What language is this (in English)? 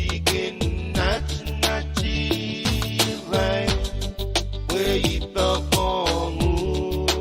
Pohnpeian